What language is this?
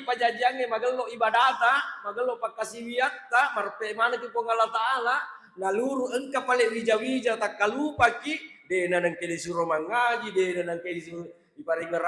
Buginese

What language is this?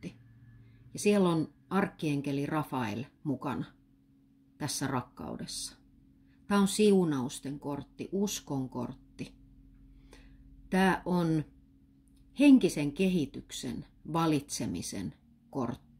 Finnish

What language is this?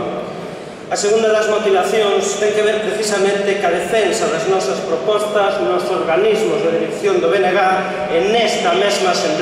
Galician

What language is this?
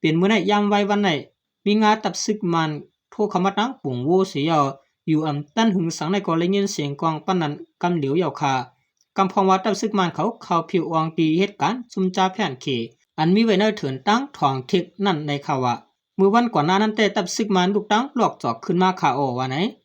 Shan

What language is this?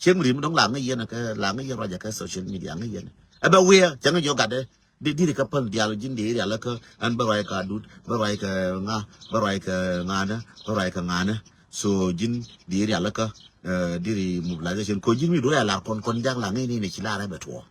Nuer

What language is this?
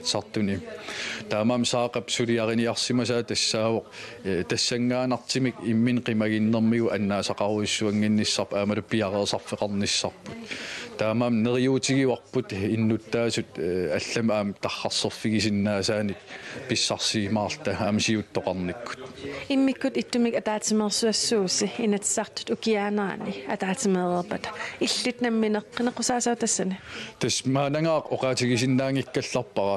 Kalaallisut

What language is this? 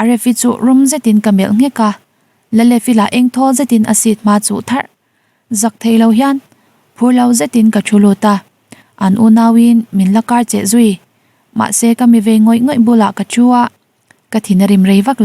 Mizo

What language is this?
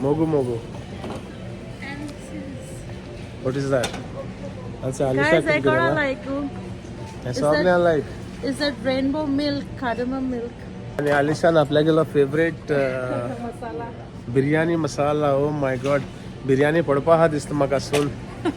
Konkani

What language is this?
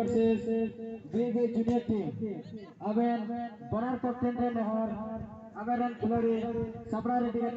Santali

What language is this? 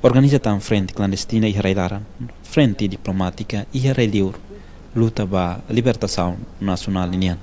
Tetum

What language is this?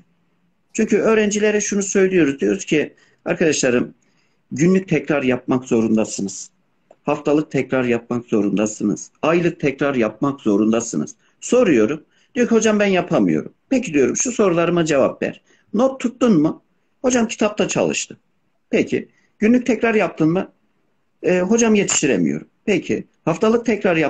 Turkish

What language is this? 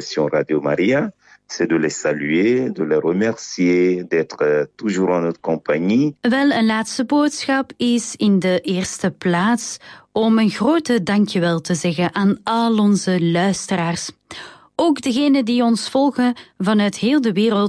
Dutch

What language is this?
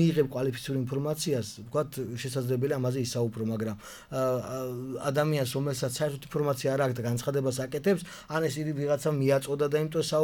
Georgian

